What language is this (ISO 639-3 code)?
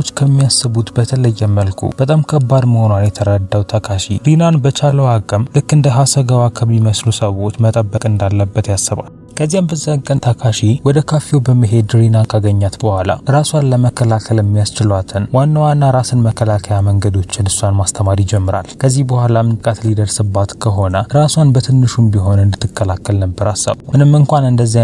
amh